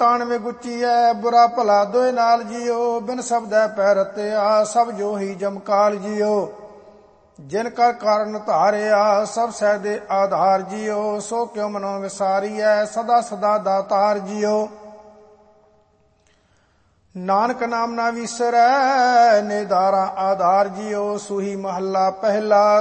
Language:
Punjabi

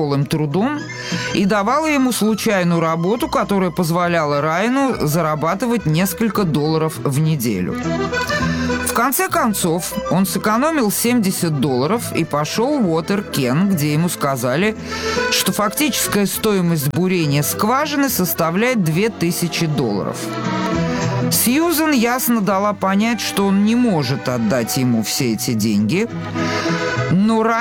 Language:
Russian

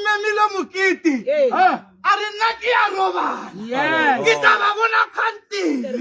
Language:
Tswana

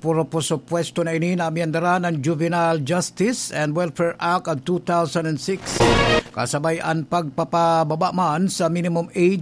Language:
Bikol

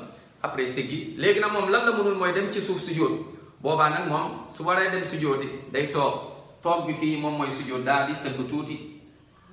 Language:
Wolof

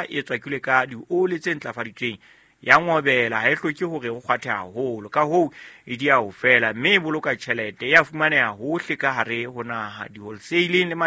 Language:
Southern Sotho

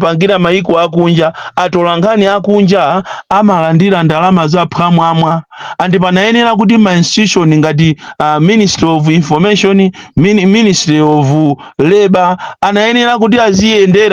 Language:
Nyanja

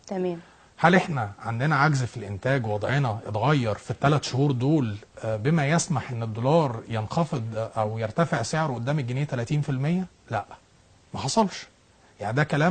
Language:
Egyptian Arabic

